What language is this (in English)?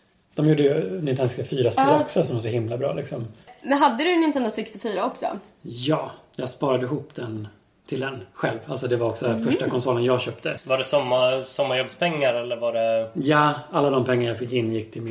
Swedish